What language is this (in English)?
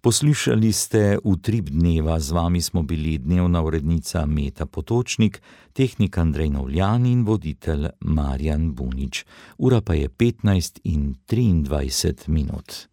Slovenian